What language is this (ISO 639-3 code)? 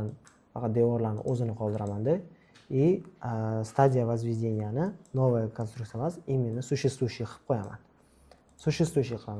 uzb